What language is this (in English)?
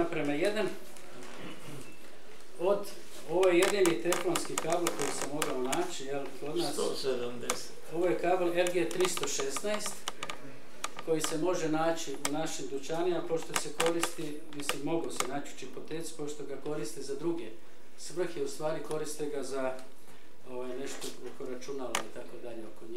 Croatian